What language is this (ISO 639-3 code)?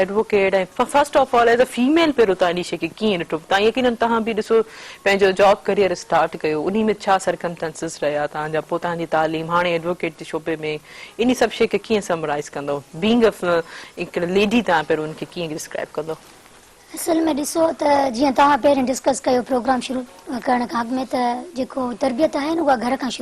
snd